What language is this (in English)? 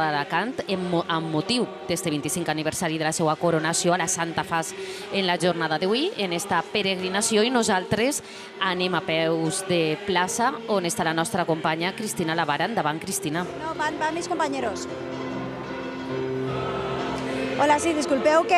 Catalan